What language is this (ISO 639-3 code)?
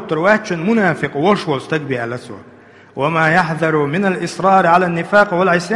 che